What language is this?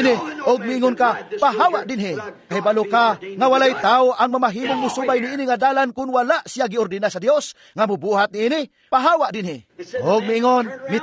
Cebuano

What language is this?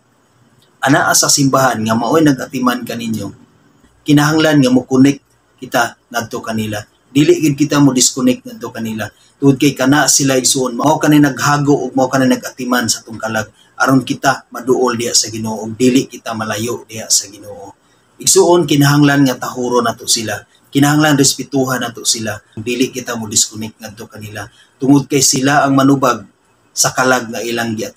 Cebuano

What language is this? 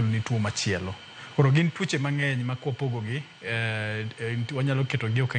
Luo (Kenya and Tanzania)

